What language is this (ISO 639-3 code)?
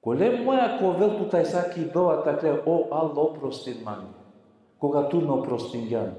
rmn